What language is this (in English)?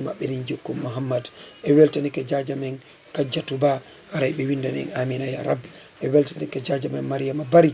Fula